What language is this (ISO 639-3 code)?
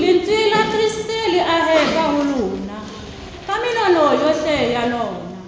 sot